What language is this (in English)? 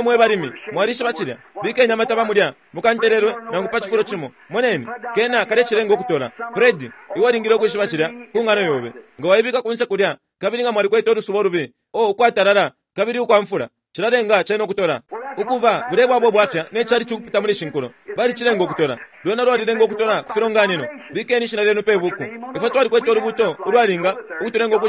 Bemba